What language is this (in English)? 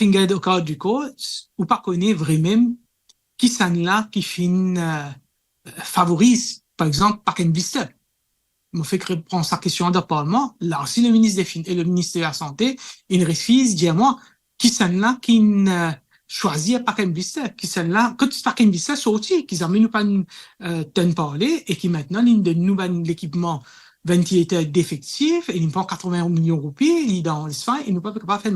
Morisyen